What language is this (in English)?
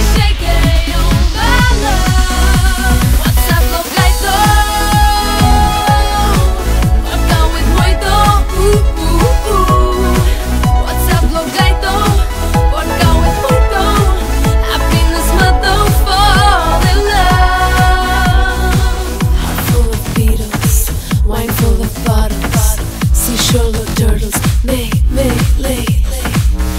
Telugu